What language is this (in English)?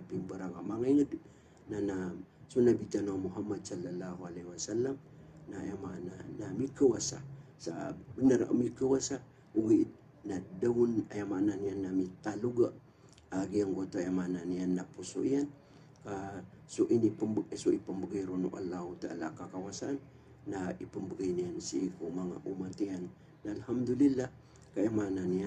Maranao